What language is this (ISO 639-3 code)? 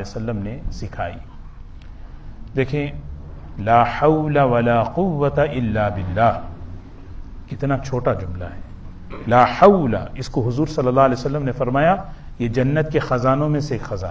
urd